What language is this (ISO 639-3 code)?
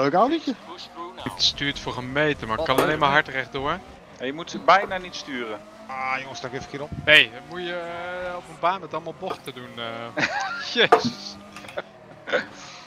nld